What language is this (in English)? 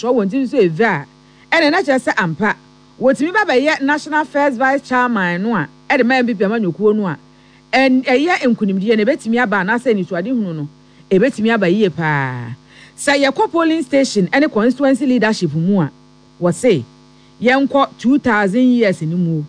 Akan